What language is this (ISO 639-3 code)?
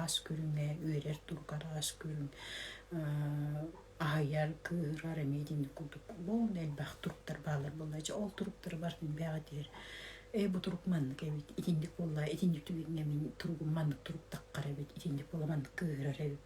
sah